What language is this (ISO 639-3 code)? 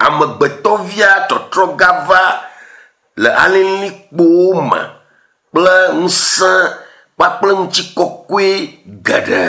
ewe